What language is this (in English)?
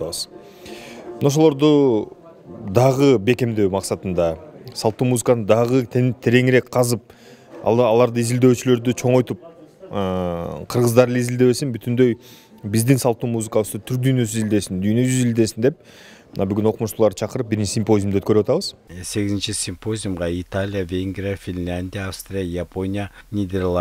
Kyrgyz